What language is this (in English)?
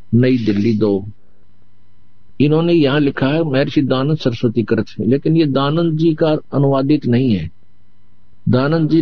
Hindi